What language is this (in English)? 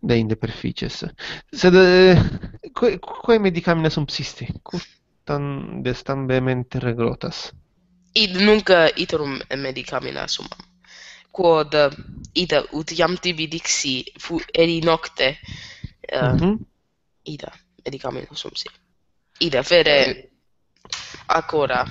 Latin